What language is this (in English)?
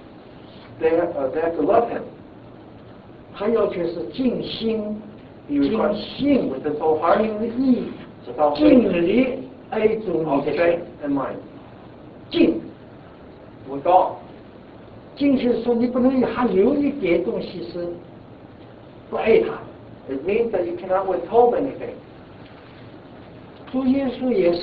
Chinese